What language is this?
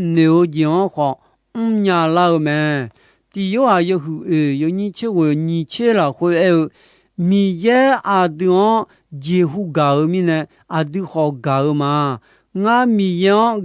Akha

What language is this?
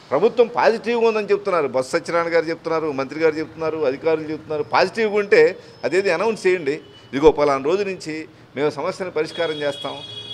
Telugu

